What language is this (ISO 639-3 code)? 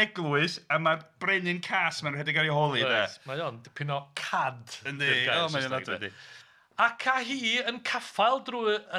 cym